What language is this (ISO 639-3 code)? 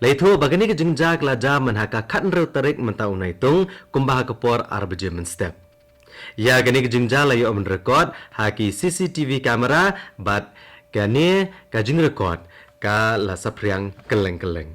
kha